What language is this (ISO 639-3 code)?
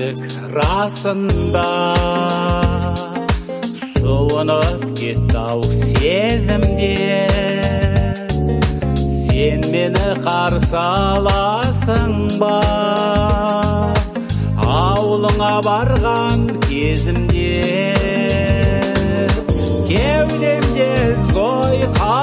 kaz